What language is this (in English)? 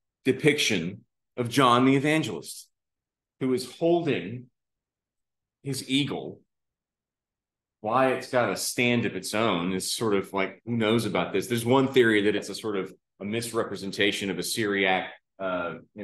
English